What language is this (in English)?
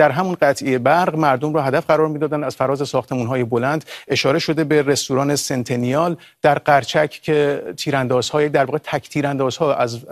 Persian